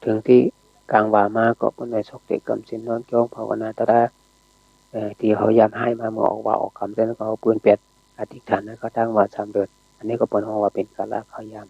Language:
Shan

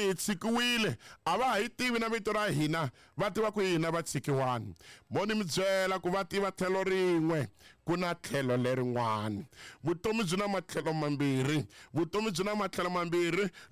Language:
Tsonga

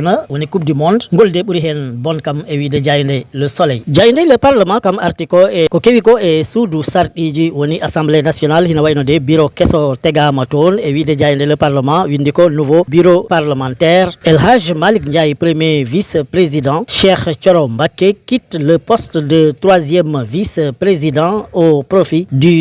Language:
Fula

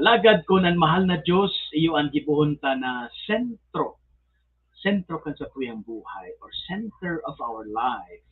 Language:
Bikol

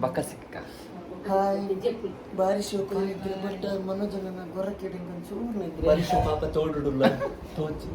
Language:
Tulu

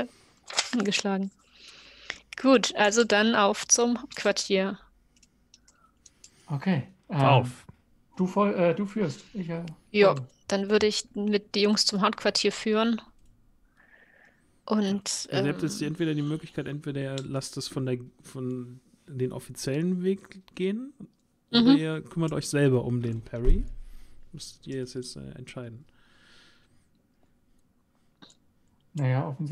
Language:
German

